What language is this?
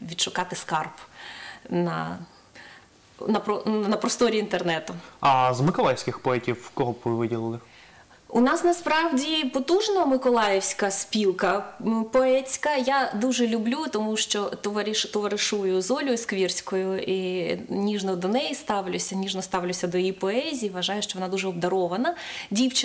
Ukrainian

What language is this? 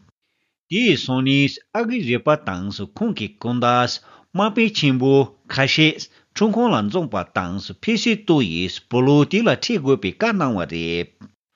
Tibetan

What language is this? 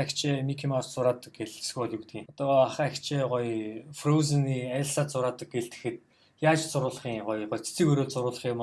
Mongolian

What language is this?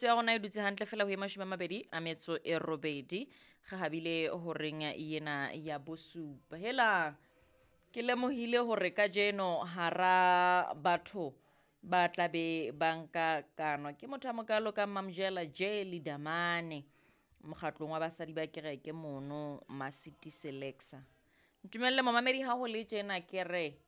Southern Sotho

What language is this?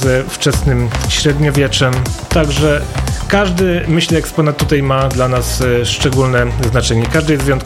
Polish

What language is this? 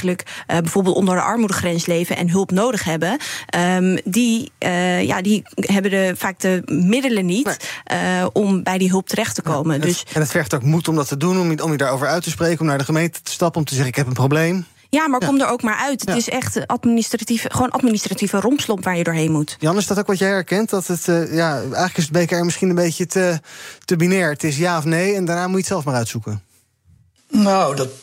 Dutch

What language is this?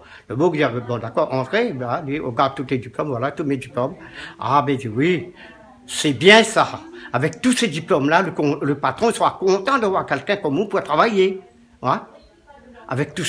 Réunion Creole French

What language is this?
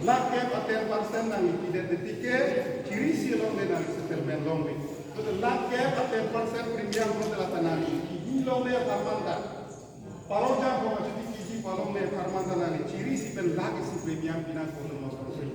Karbi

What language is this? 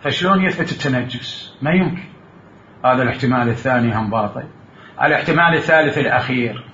Mesopotamian Arabic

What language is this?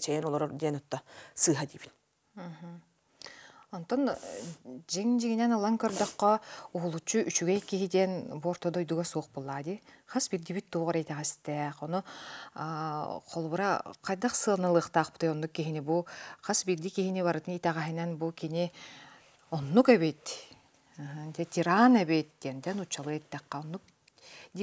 Yakut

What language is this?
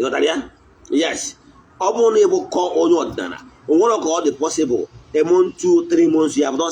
Igbo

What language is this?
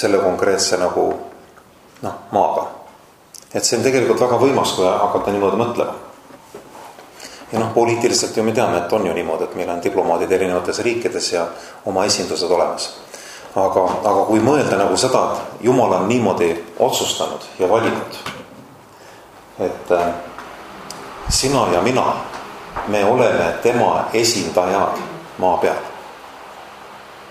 Estonian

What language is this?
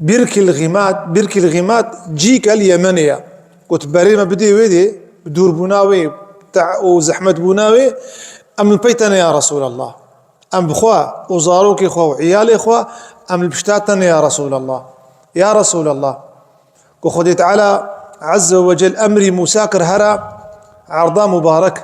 Kurdish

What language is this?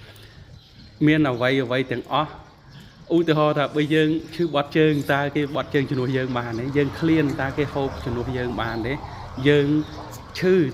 Khmer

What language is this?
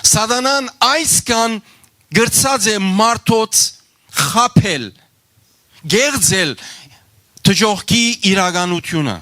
Western Armenian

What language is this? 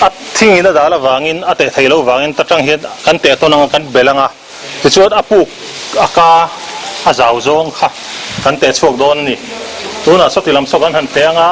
Mizo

